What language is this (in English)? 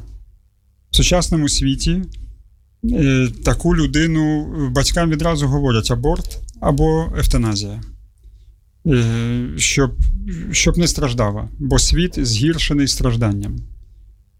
Ukrainian